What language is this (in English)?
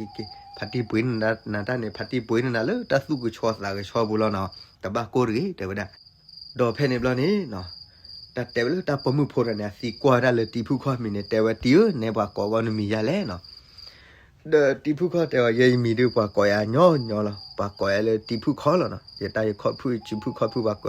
S'gaw Karen